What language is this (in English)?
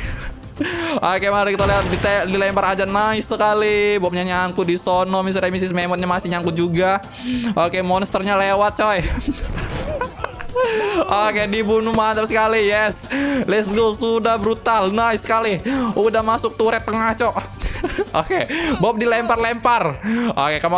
Indonesian